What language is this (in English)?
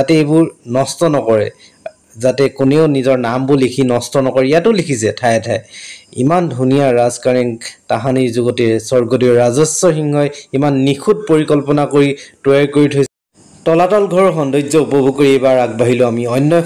Assamese